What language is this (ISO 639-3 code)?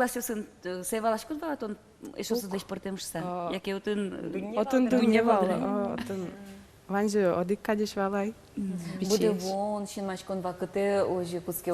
udm